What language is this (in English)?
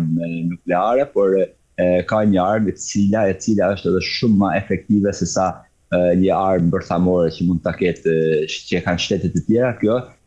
Albanian